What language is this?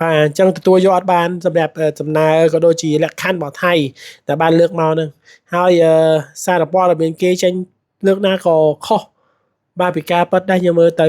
Khmer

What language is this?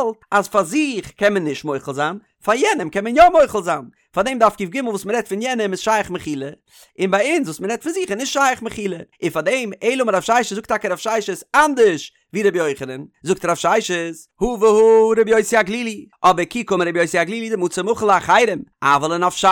Yiddish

